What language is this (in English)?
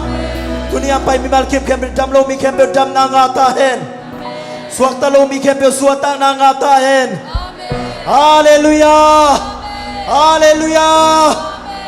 Hakha Chin